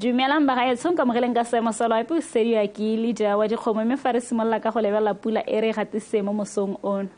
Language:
Tswana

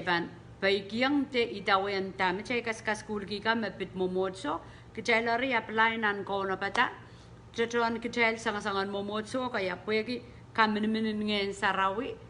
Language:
Pohnpeian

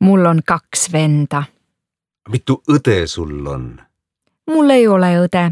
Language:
Estonian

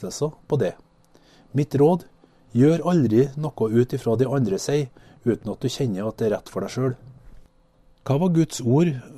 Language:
Norwegian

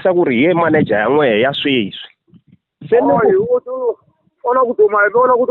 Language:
Tsonga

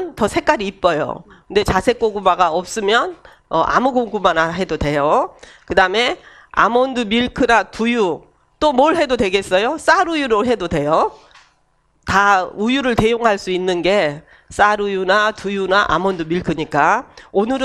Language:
Korean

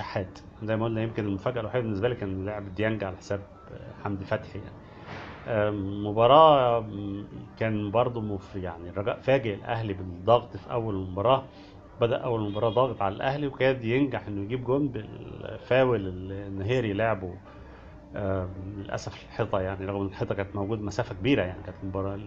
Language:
Egyptian Arabic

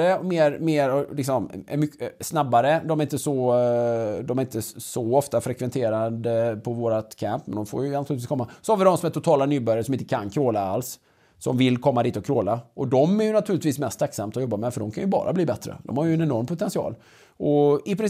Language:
Swedish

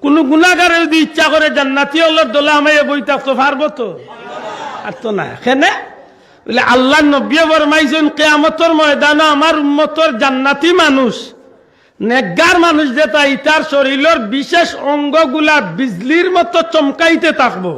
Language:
Sylheti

